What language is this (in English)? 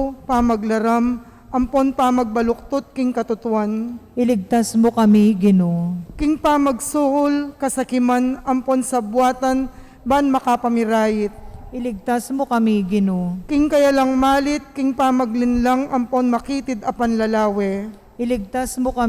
Pampanga